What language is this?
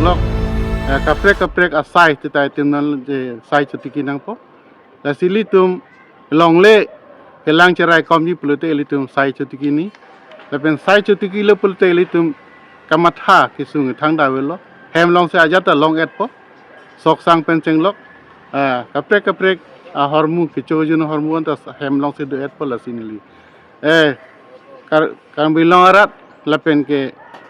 Karbi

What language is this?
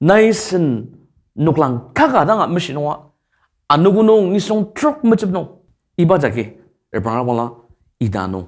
Ao Naga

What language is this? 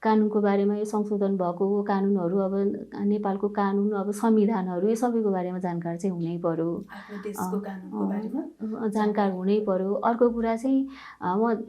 Nepali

